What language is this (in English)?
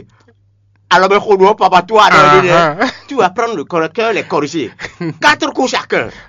Fon